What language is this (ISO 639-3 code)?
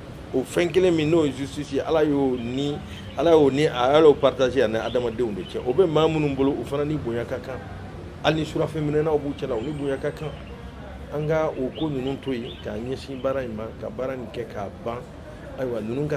bam